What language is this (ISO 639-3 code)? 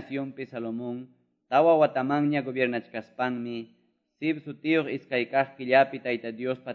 que